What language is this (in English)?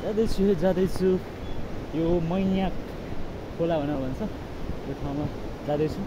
Nepali